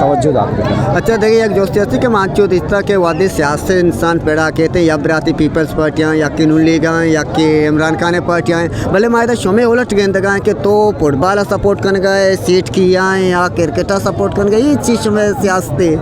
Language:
Eastern Balochi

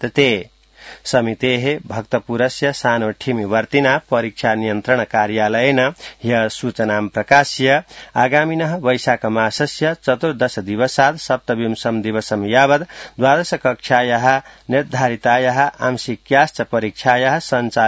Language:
Sanskrit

